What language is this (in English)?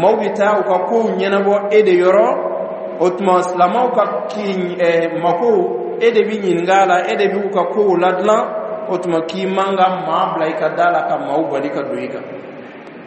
Dyula